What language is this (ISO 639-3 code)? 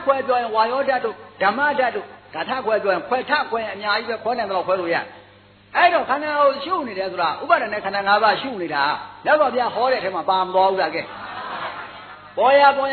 mya